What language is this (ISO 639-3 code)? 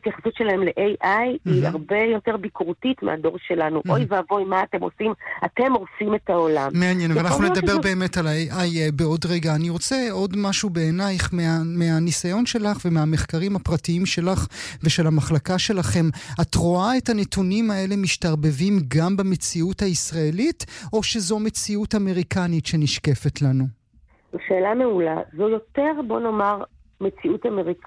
heb